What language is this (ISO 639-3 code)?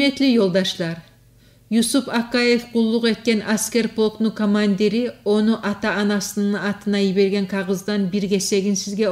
kum